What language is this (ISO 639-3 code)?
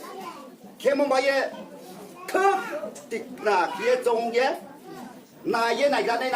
ria